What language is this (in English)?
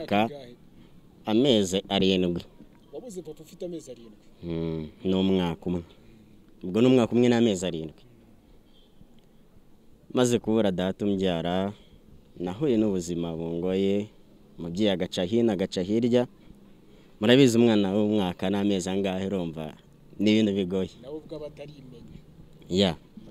Kinyarwanda